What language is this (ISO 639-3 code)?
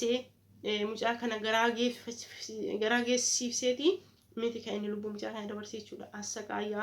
orm